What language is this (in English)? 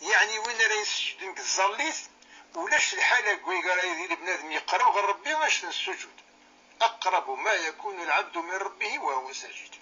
Kabyle